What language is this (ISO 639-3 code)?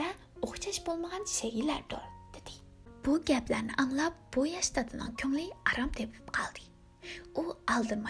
uig